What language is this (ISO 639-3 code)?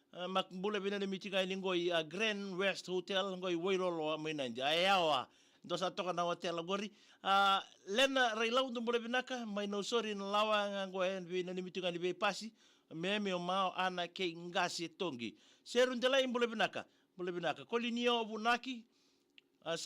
fij